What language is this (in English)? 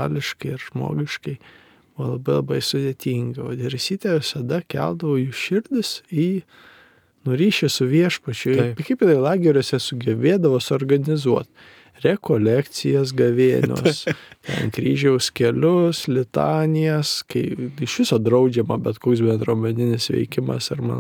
Lithuanian